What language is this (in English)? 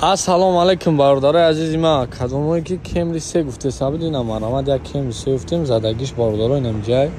Tajik